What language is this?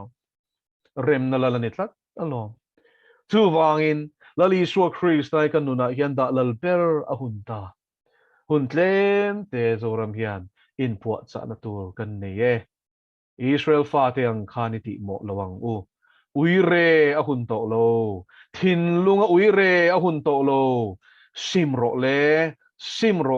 Mizo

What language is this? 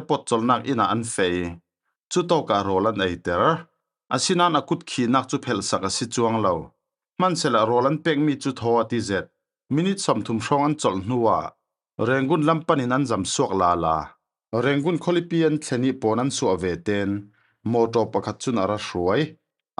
Falam Chin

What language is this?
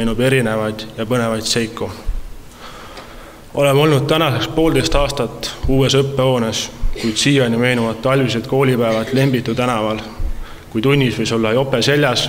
Estonian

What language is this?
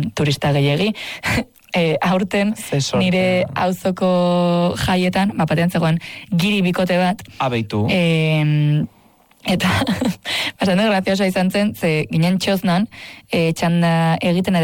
Basque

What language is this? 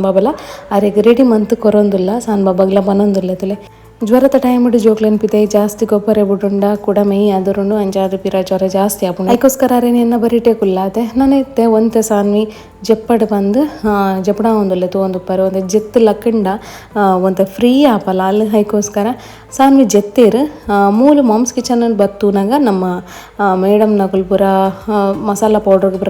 Tulu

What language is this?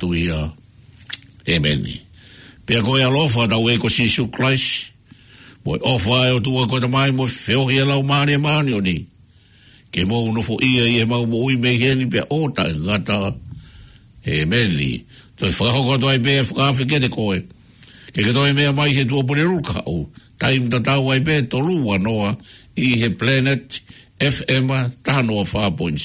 Tongan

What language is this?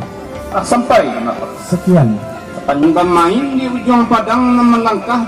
Minangkabau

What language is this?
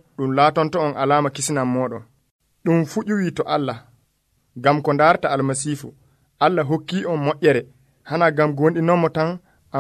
Nigerian Fulfulde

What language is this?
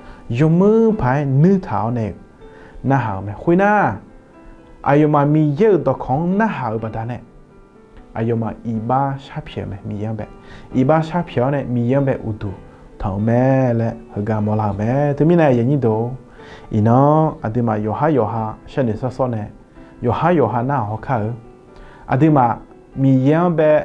Akha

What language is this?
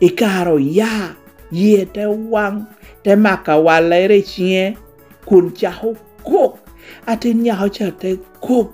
Lango (Uganda)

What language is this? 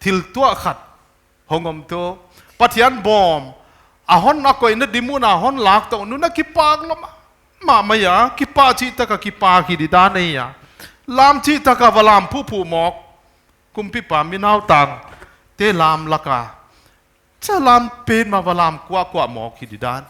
Paite Chin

